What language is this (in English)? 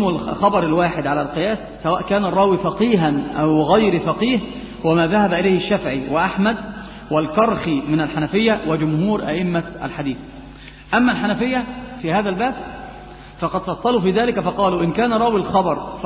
Arabic